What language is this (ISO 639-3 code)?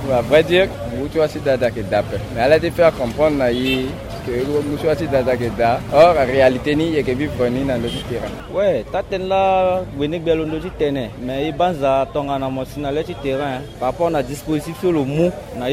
sag